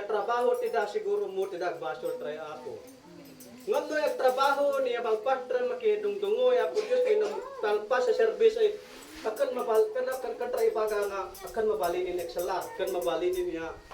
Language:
Isnag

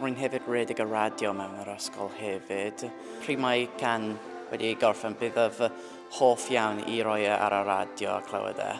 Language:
Welsh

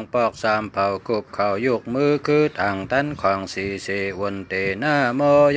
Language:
Shan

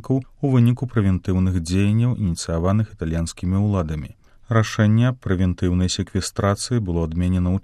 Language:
Belarusian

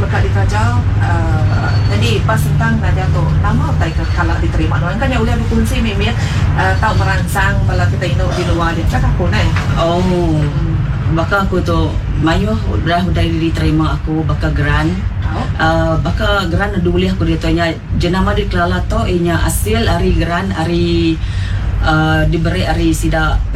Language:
Iban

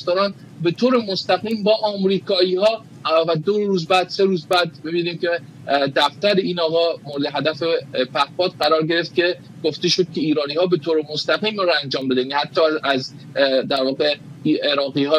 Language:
Persian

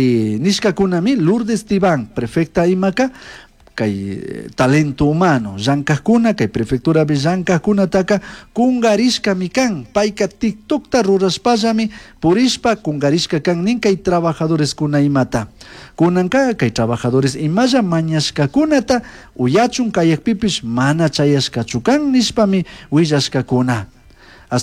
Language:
Chimborazo Highland Quichua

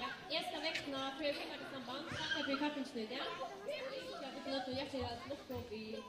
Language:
Faroese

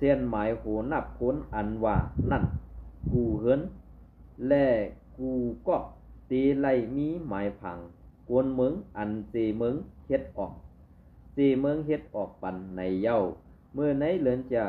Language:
Shan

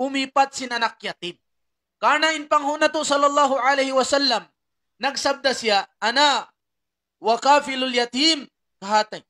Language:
Tausug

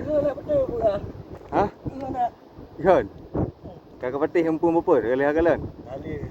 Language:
Achinese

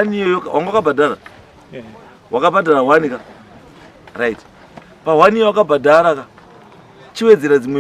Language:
Shona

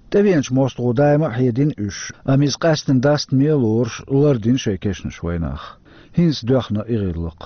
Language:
Chechen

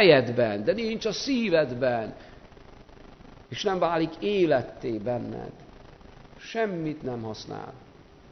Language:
Hungarian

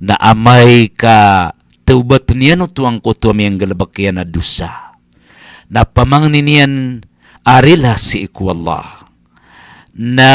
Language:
Maranao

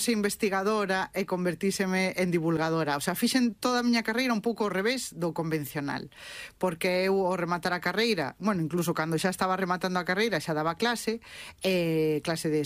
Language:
Galician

